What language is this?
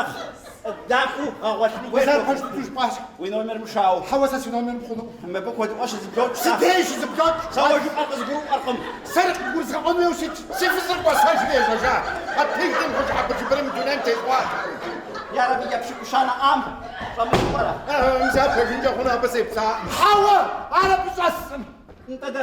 Kabardian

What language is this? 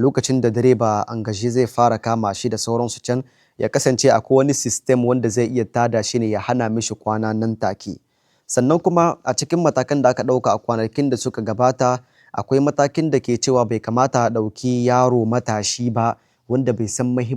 Hausa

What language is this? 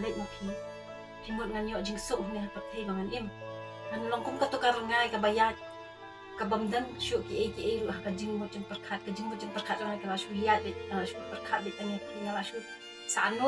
Khasi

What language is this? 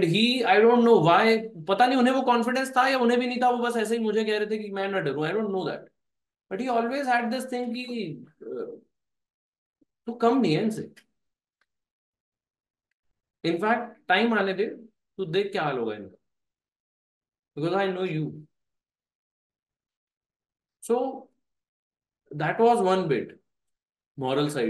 Hindi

